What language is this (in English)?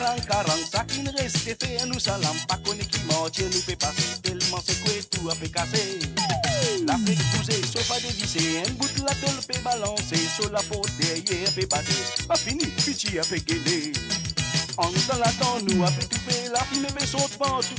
Morisyen